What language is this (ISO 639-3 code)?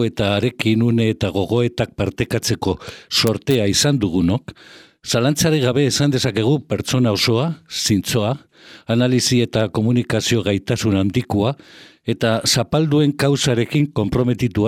eus